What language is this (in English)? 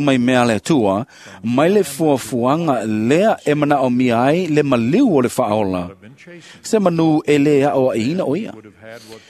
Samoan